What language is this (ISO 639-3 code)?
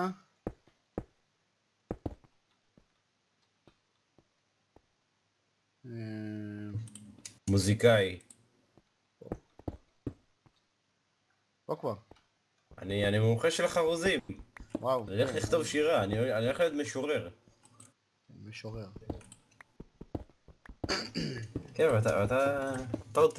heb